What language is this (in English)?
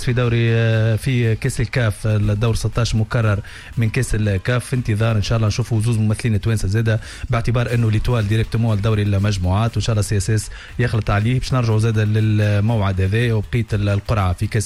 Tunisian Arabic